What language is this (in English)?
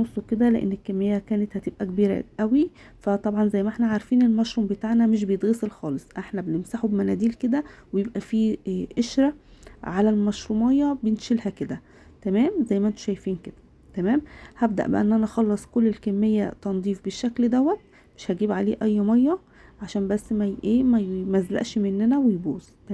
Egyptian Arabic